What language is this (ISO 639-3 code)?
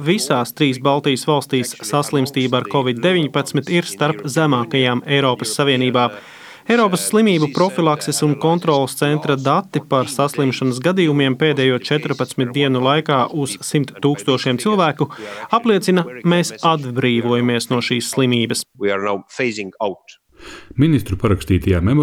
lav